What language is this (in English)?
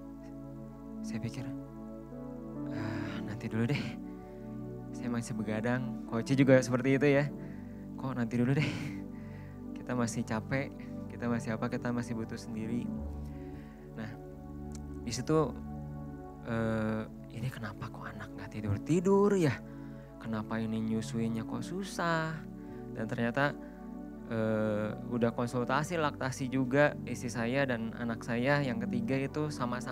Indonesian